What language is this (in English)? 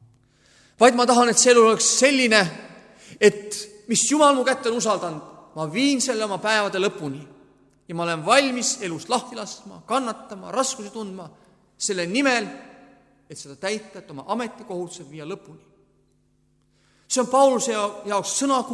Estonian